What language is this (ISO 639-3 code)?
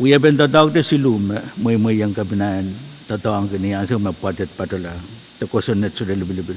pon